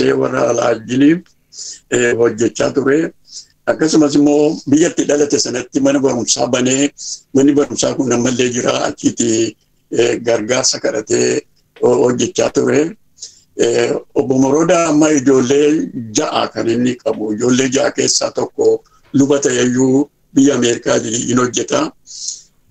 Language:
Oromo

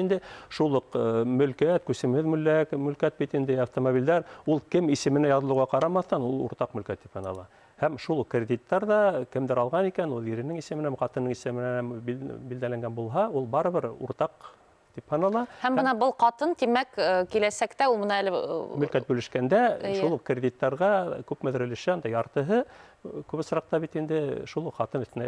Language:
Bashkir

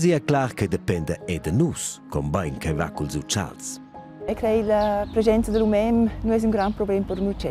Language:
Romansh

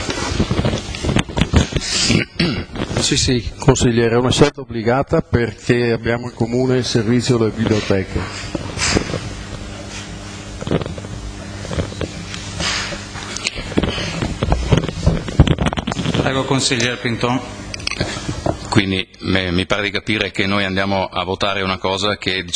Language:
Italian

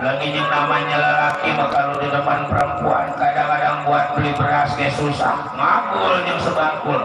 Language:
Betawi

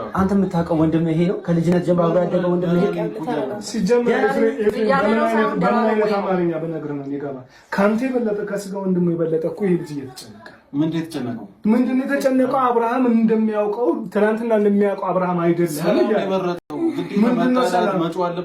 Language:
Amharic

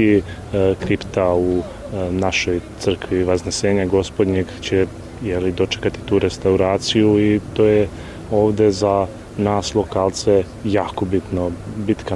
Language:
Serbian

